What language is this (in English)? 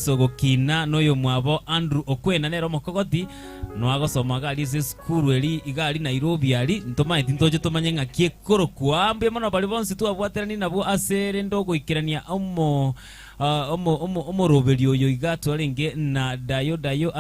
Gusii